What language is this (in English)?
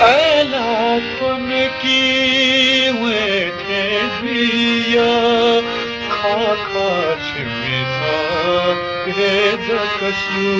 Newari